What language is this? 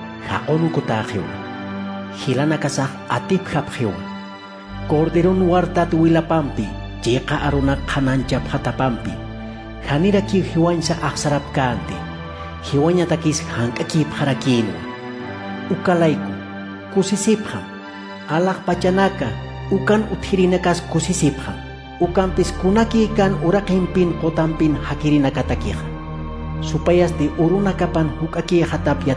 Aymara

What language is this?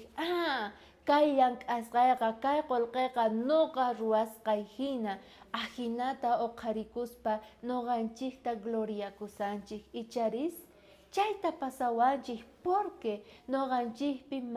South Bolivian Quechua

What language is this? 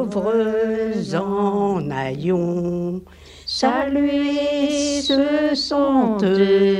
French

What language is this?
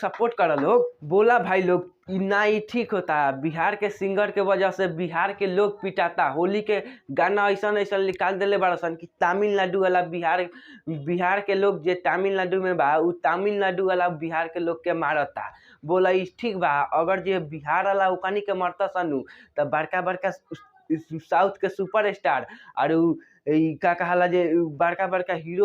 Bhojpuri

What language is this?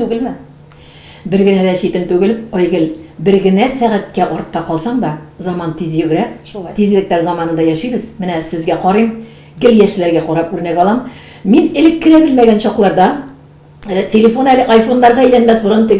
Tatar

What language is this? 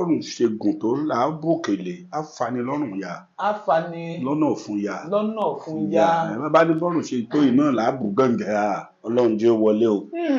Yoruba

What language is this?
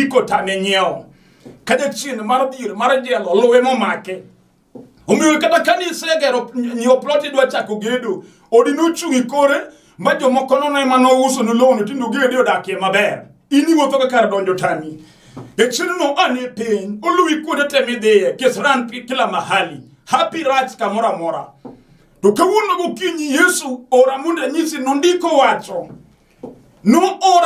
Luo (Kenya and Tanzania)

